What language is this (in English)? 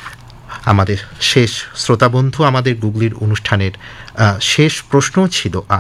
Bangla